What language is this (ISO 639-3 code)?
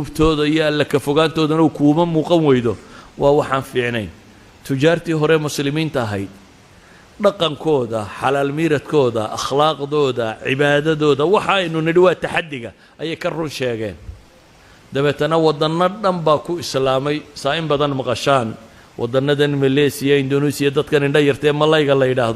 som